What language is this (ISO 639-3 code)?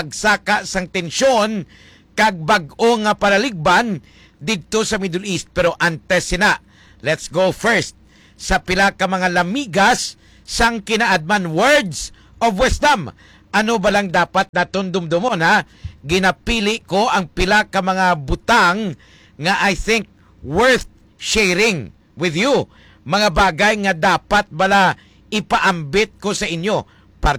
hil